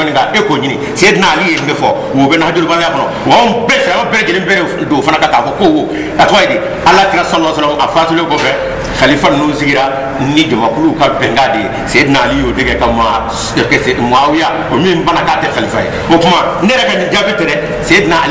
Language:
Bambara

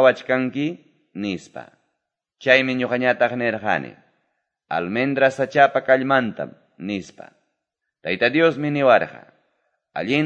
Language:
Quechua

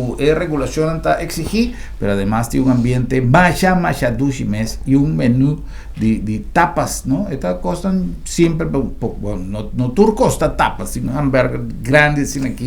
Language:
Papiamento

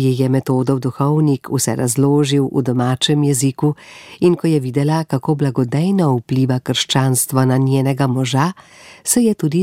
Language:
Slovenian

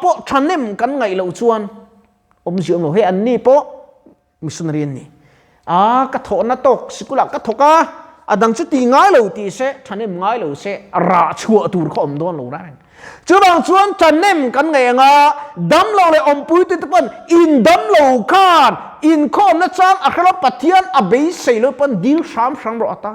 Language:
Mizo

